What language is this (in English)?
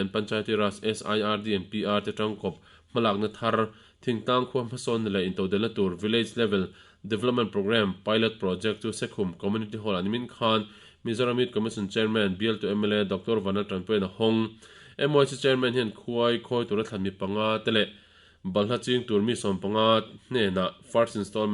Mizo